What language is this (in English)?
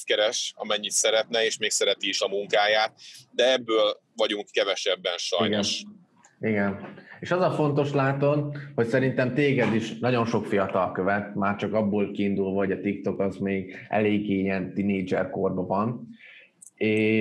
Hungarian